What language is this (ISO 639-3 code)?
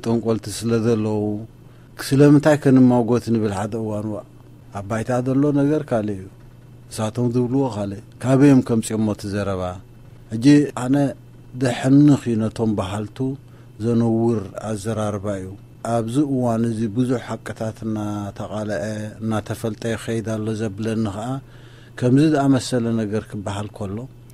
tir